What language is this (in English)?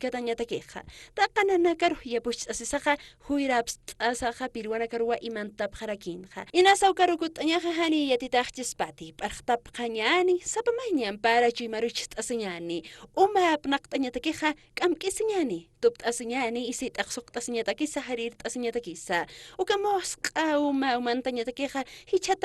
Aymara